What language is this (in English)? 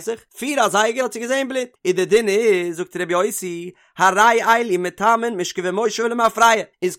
Yiddish